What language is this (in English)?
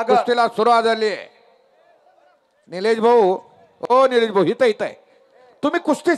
Marathi